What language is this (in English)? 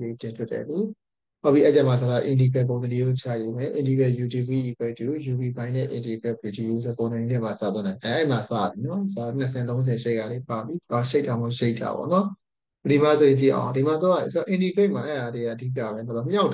Burmese